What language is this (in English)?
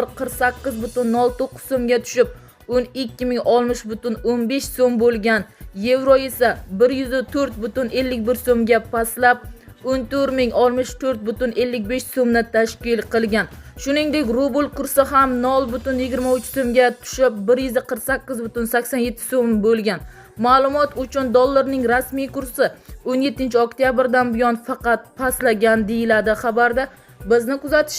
Uzbek